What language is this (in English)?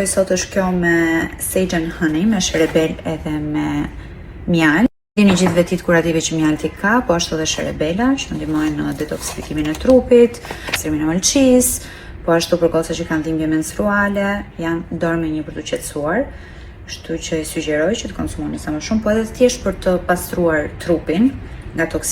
Albanian